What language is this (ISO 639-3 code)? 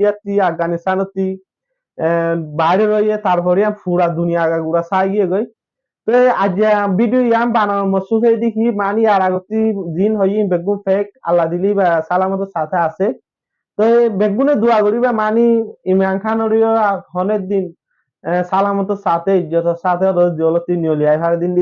rhg